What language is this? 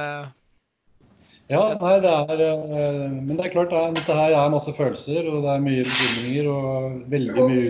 Norwegian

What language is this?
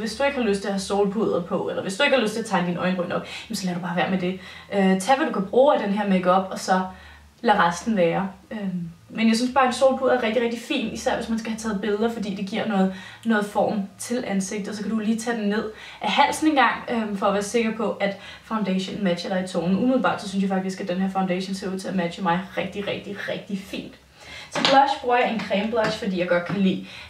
Danish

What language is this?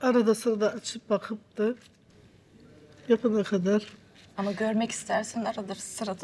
Turkish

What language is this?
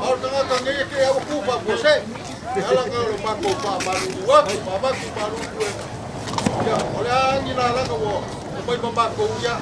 Samoan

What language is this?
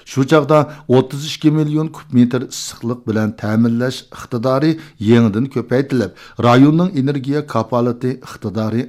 Uyghur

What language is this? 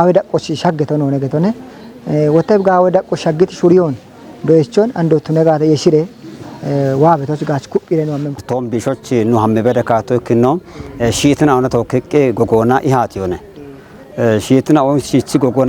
Kafa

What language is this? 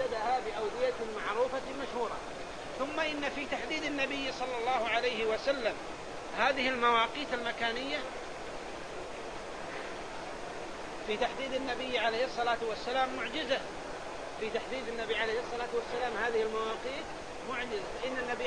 Arabic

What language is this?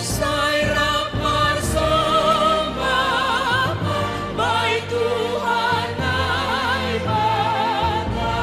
Batak Simalungun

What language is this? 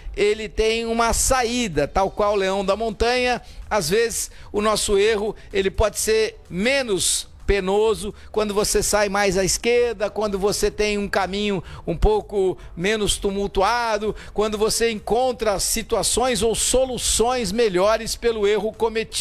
Portuguese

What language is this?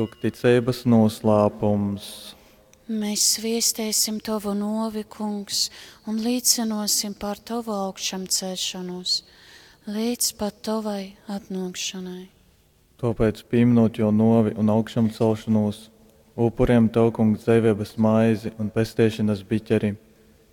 Latgalian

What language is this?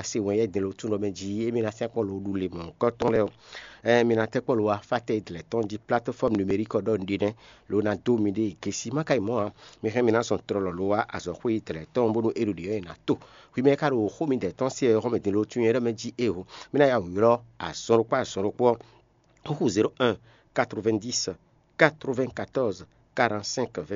Fon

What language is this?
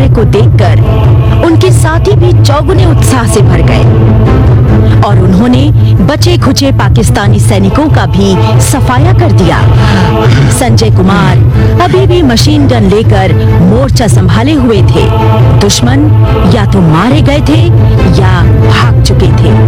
Hindi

